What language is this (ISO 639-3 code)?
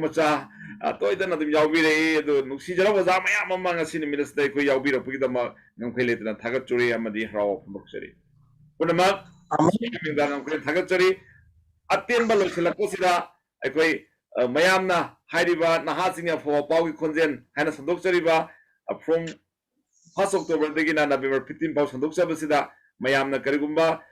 mni